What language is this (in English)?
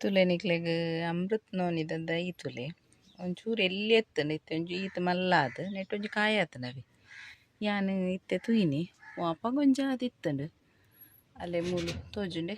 Tulu